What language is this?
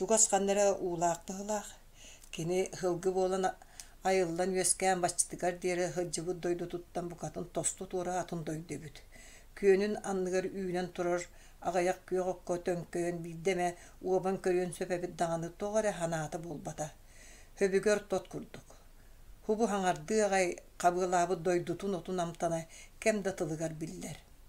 Yakut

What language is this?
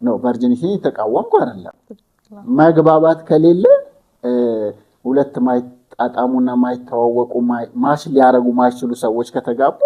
Amharic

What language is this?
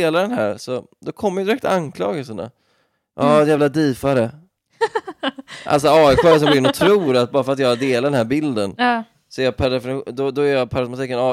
Swedish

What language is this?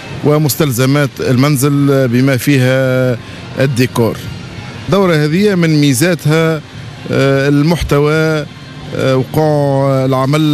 Tunisian Arabic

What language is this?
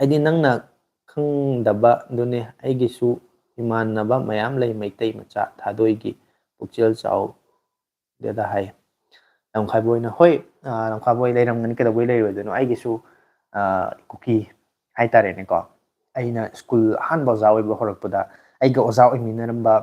Manipuri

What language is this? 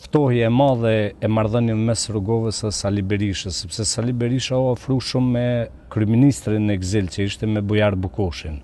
Albanian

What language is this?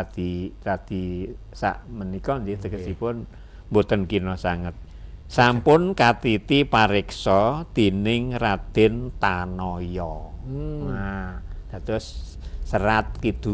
Javanese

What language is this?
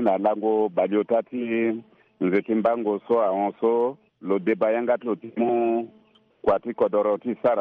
Sango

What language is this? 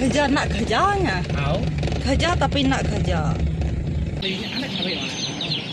Iban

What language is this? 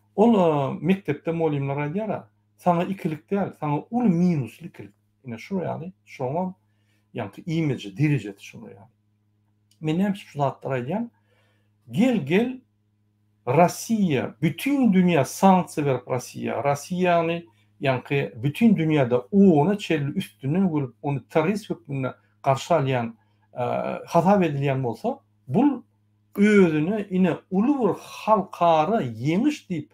Turkmen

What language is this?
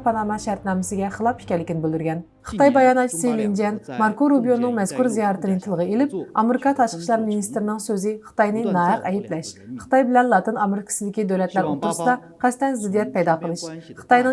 Uyghur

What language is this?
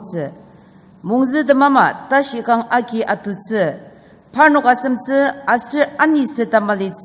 Ao Naga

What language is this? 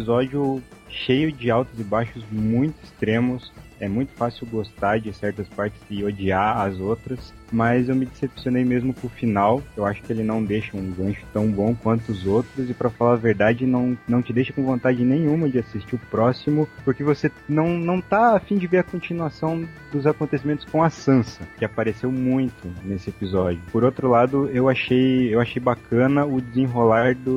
Portuguese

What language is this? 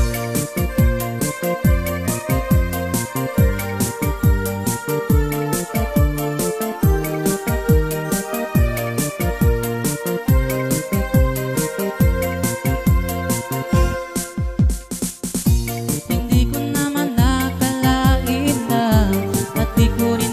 Filipino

